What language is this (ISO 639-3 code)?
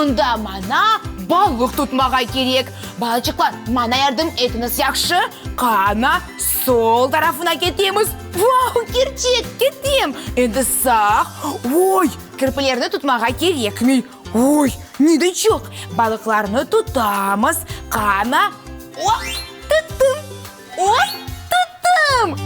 crh